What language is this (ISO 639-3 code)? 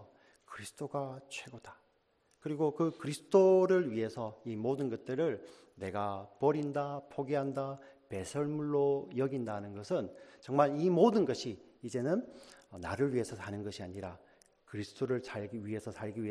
kor